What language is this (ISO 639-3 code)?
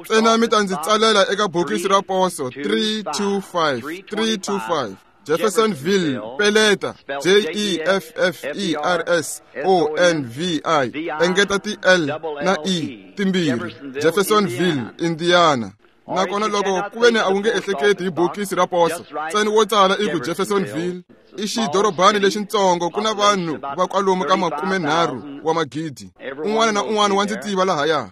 tso